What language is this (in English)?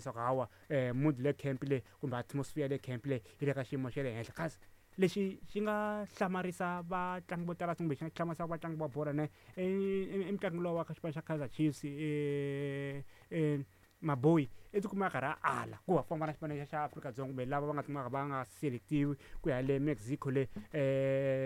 Tsonga